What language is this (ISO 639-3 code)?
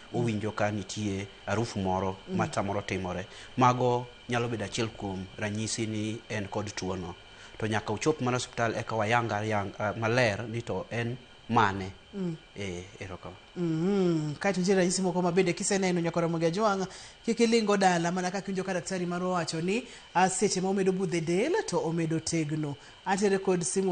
luo